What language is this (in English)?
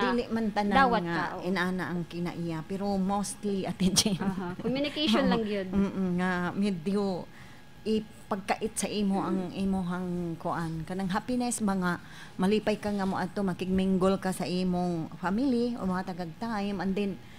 Cebuano